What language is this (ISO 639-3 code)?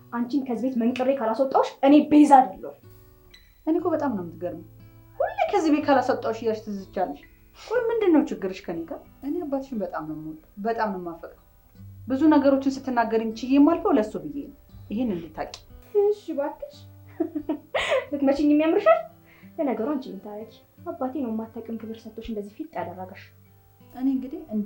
amh